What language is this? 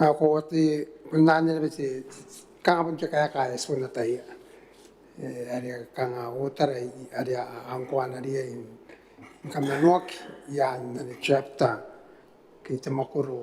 Gilbertese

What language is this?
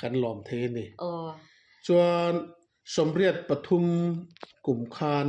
Mizo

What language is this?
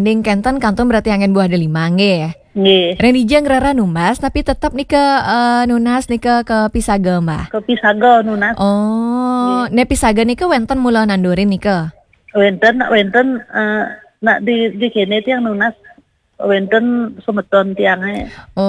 Balinese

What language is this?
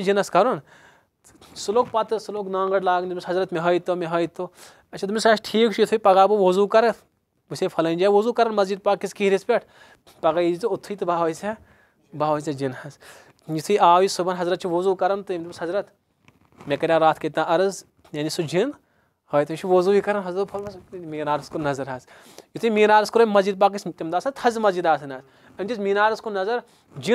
Kashmiri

